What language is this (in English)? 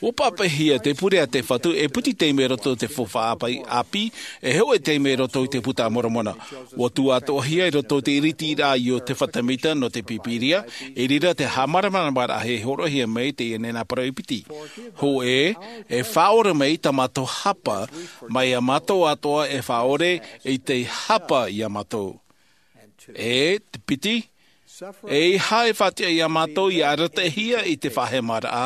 Tahitian